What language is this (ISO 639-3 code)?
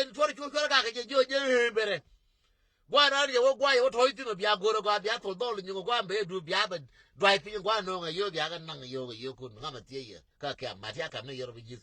nus